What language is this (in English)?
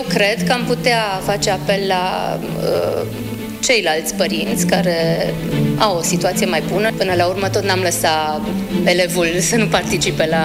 Romanian